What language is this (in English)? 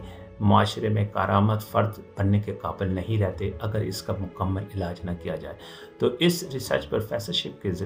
Urdu